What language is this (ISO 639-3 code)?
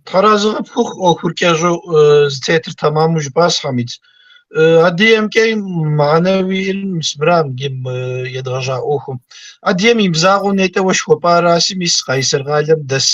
kbd